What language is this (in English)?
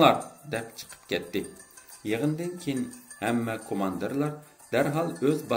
Uyghur